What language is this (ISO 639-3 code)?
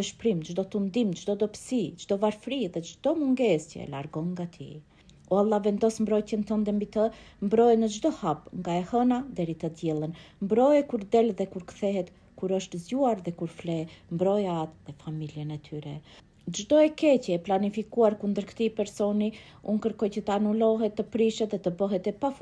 sqi